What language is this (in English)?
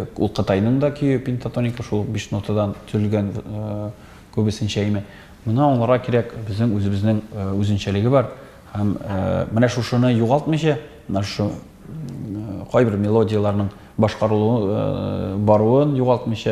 Tatar